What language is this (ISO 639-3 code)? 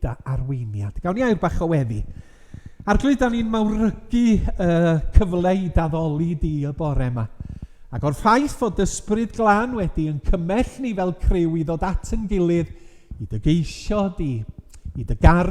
cym